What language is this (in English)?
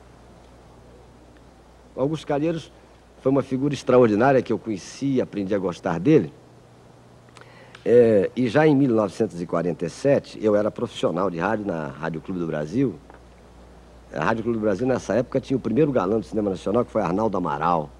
Portuguese